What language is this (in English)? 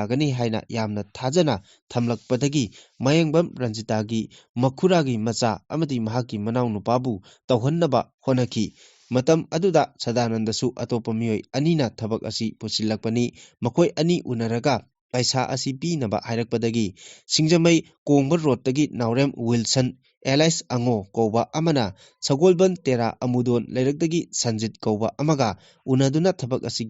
Manipuri